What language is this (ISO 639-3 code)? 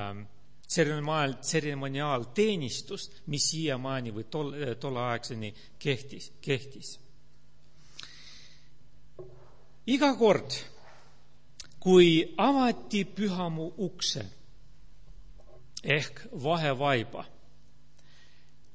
est